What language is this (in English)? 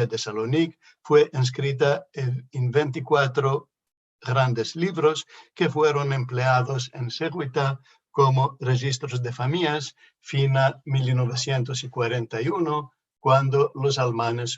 Ladino